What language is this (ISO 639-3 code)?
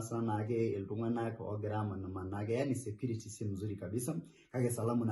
mas